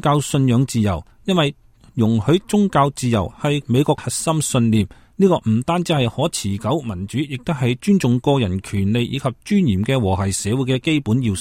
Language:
Cantonese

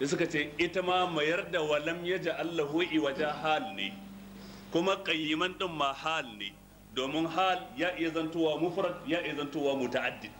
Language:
Hausa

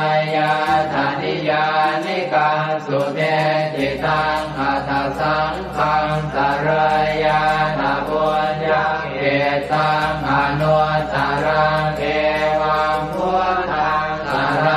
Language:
Pali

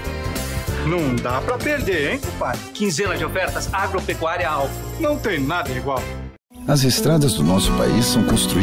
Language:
Portuguese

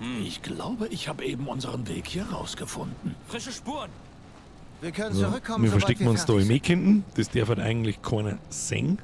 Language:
Bavarian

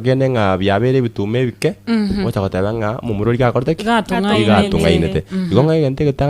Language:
Gusii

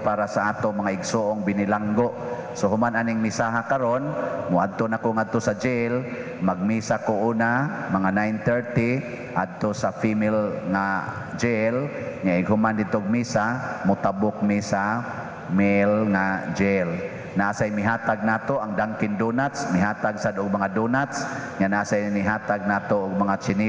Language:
Cebuano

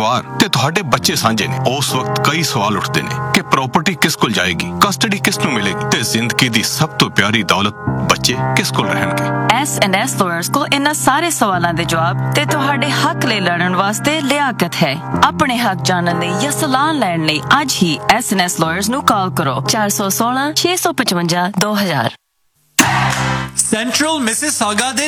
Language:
Punjabi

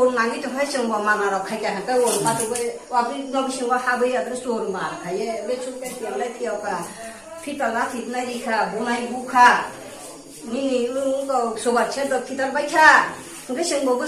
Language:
Kok Borok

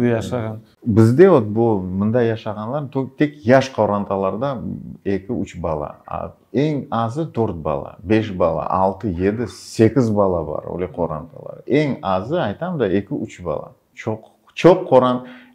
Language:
Crimean Tatar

